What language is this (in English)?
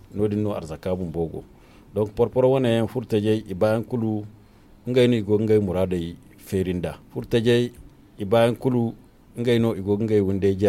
Zarma